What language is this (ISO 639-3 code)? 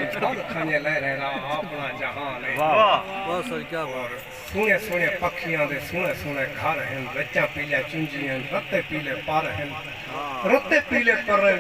skr